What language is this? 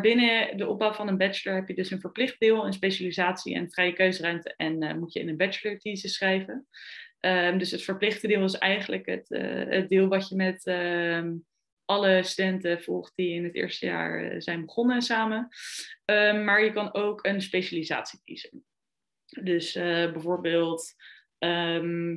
Dutch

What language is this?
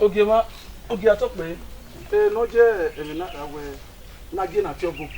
Bini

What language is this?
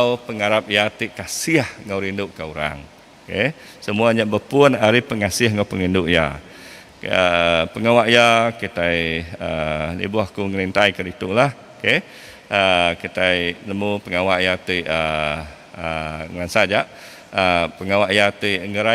Iban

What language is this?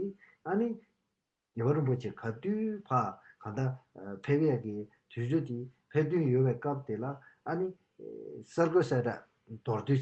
Tibetan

